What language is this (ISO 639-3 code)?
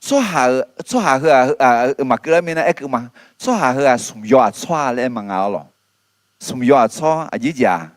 ahk